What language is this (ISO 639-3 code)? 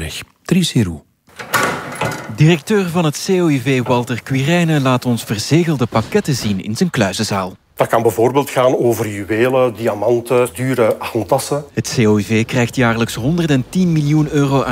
nld